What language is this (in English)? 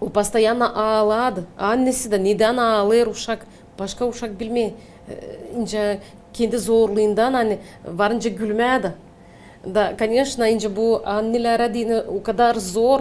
Gagauz